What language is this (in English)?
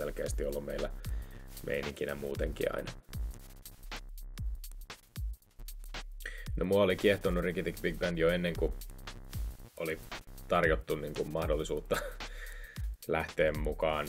Finnish